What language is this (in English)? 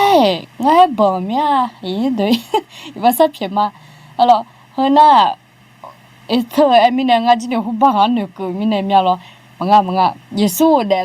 Akha